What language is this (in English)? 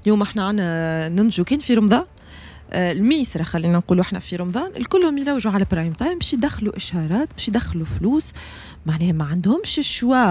Tunisian Arabic